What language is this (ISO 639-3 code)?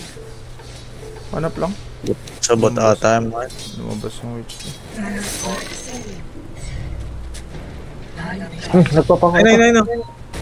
fil